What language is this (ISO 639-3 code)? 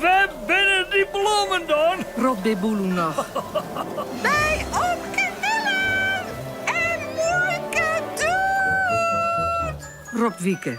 fry